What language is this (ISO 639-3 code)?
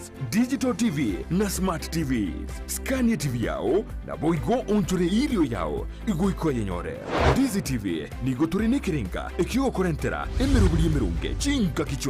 guz